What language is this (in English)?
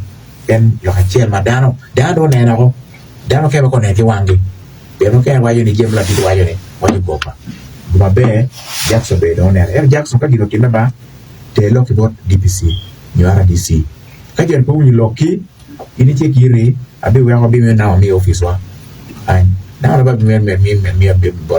Acoli